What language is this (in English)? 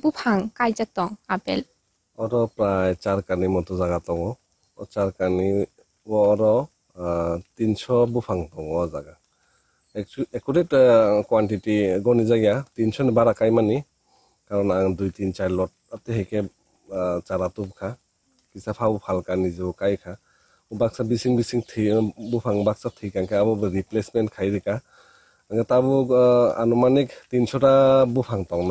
Kok Borok